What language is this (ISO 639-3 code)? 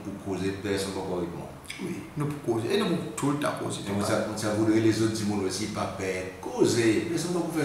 crs